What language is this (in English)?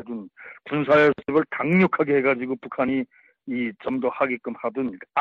Korean